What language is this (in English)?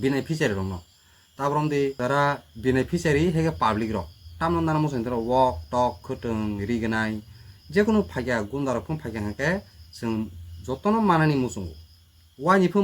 Kok Borok